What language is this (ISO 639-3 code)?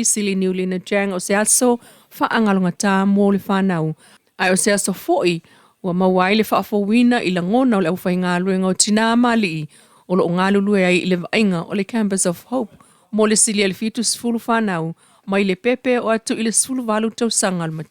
smo